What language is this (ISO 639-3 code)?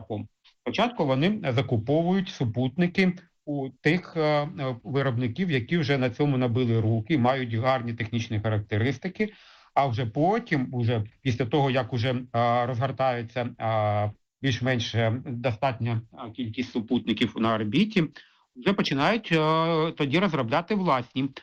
ukr